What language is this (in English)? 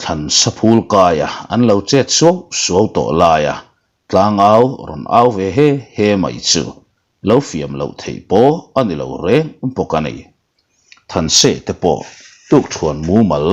Mizo